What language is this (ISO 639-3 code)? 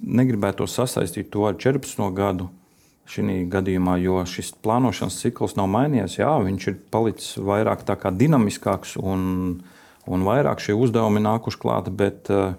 lav